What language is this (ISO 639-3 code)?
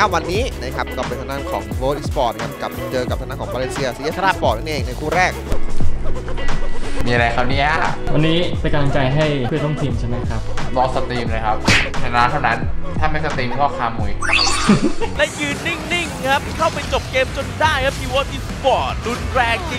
tha